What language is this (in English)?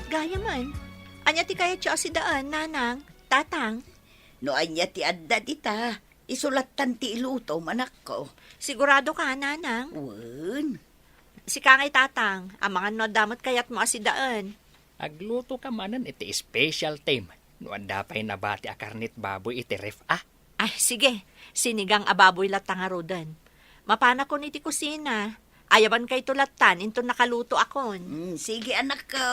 Iloko